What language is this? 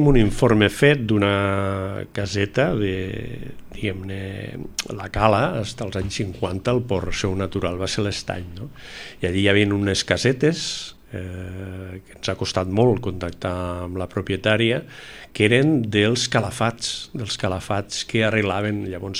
Catalan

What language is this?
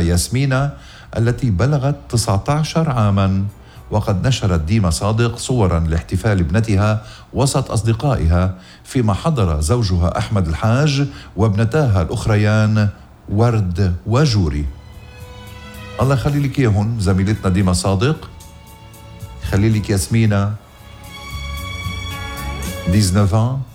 North Levantine Arabic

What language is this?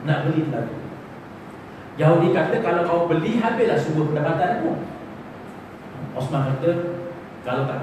Malay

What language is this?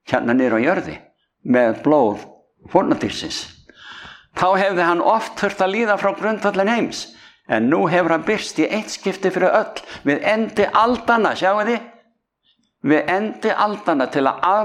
Icelandic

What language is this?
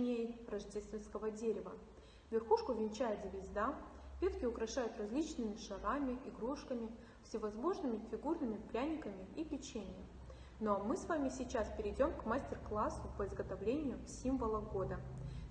Russian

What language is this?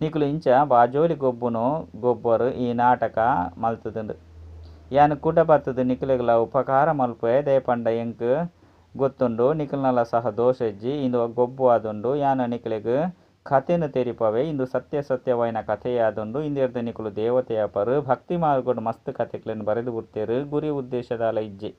Tulu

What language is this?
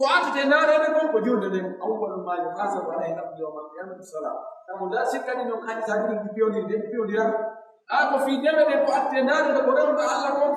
Pular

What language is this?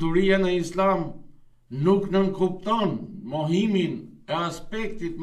Albanian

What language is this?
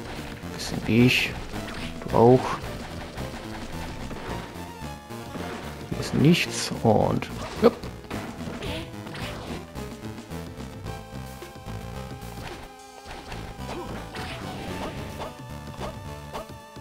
German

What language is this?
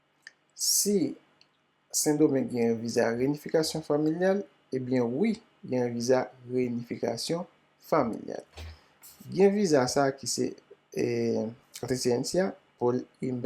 Haitian Creole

